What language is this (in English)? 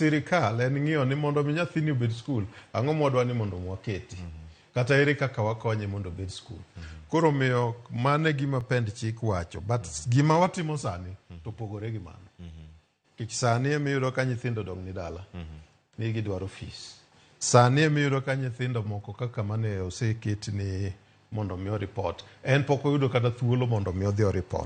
Luo (Kenya and Tanzania)